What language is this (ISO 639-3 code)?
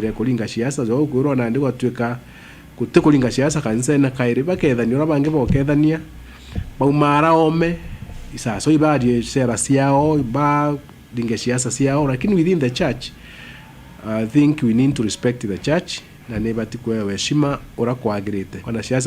mer